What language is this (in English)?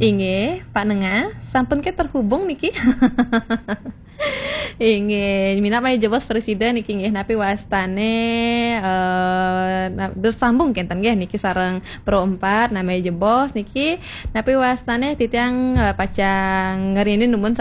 Balinese